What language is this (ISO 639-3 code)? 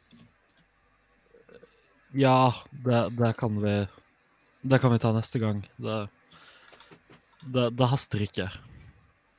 swe